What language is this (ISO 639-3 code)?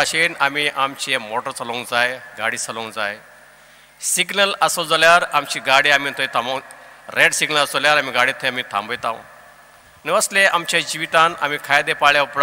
kok